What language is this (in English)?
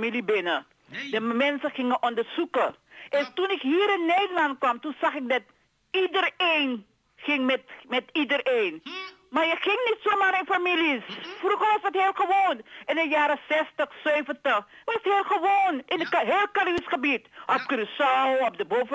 Dutch